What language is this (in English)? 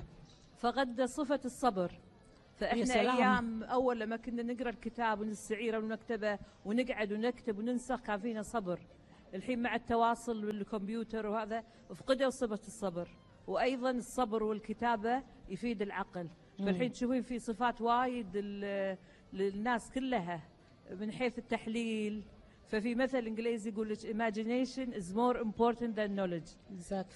Gulf Arabic